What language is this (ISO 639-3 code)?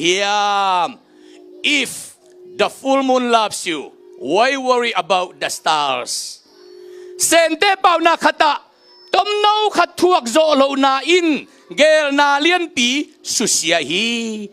ctd